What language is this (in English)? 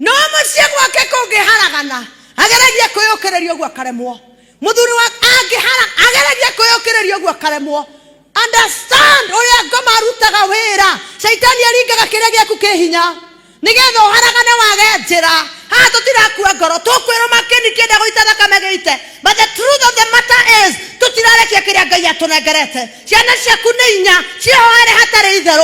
Kikuyu